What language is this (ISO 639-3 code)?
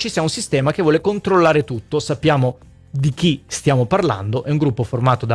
ita